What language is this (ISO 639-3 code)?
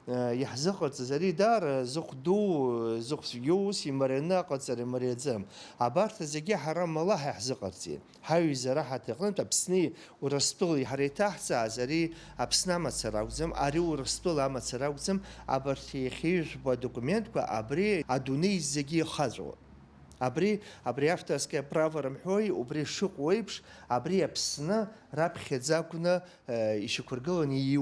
abk